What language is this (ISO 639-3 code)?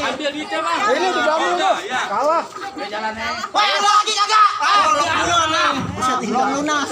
bew